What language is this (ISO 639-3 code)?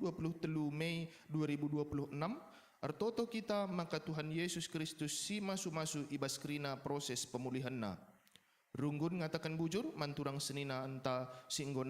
btx